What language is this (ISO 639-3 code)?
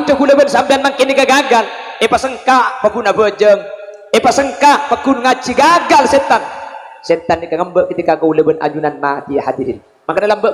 mad